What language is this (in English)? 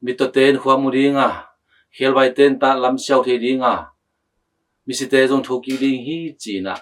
Tedim Chin